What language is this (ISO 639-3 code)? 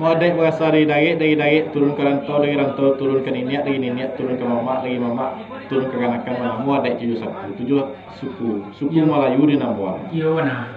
min